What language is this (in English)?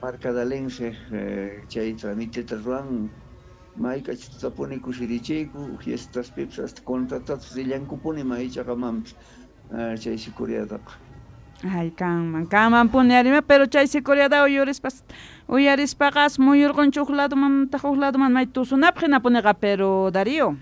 South Bolivian Quechua